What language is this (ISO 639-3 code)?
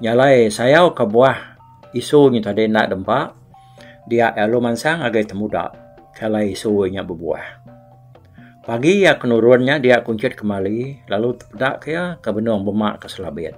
iba